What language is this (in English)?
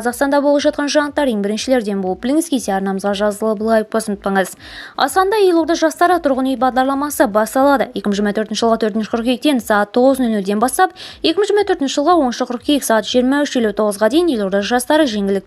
Kazakh